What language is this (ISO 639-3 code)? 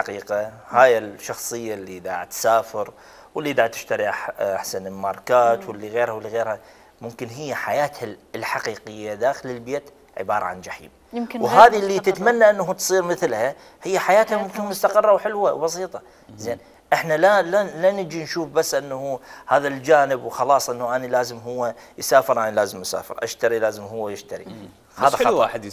acm